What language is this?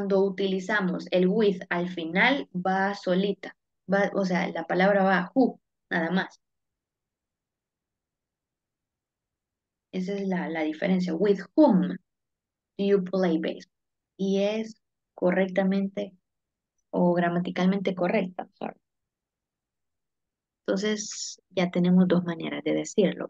Spanish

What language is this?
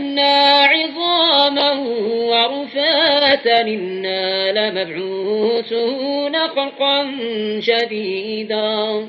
Arabic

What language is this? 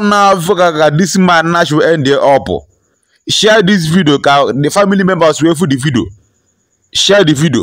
Igbo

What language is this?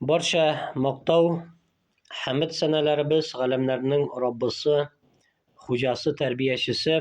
Tatar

